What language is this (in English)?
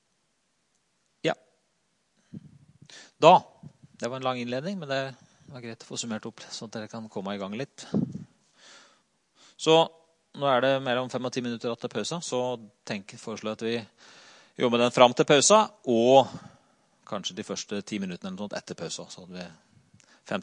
Norwegian